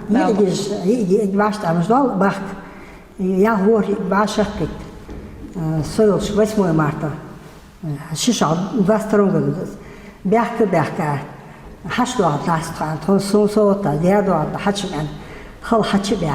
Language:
Ingush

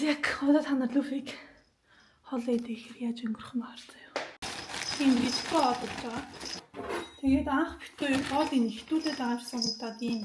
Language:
Mongolian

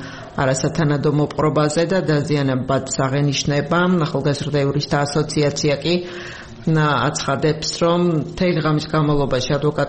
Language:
Georgian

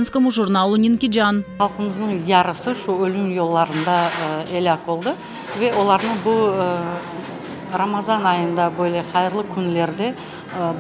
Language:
Crimean Tatar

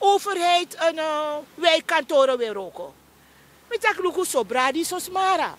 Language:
Sranan Tongo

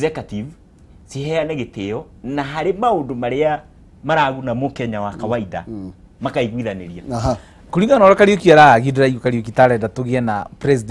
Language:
Kikuyu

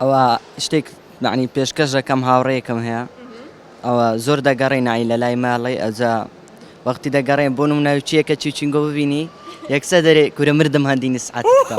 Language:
Central Kurdish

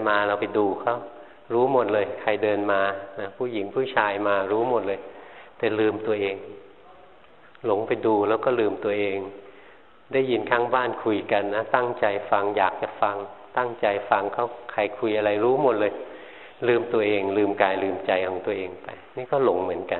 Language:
Thai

